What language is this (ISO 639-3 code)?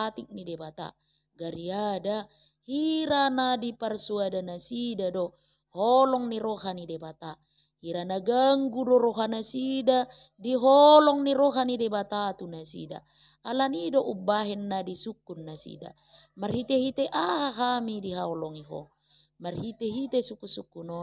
bbc